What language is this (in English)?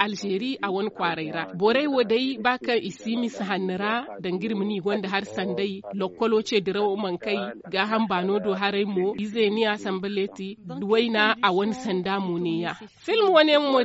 Zarma